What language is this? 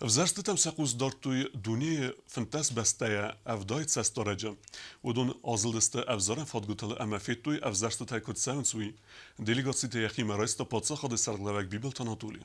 Ossetic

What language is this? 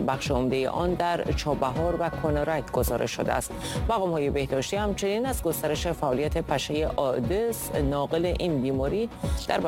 Persian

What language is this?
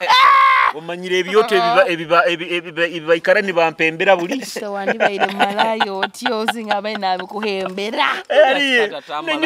Nyoro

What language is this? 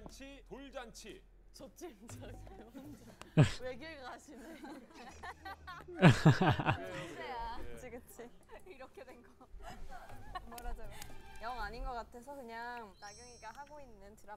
Korean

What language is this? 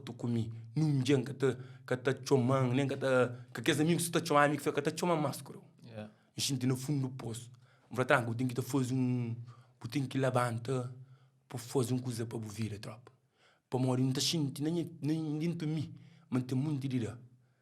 Kabuverdianu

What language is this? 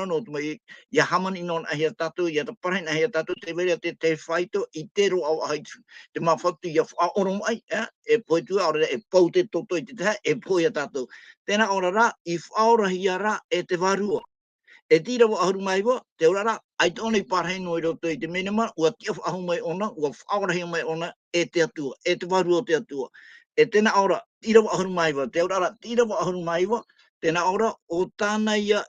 Tahitian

